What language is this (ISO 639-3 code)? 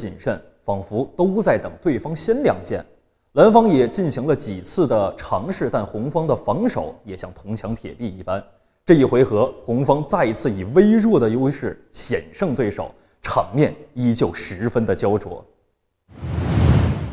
zho